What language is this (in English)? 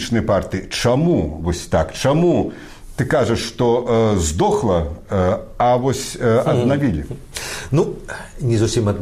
Belarusian